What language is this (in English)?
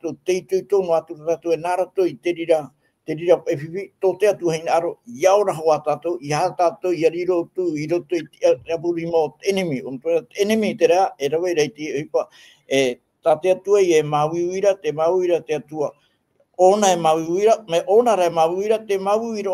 Tahitian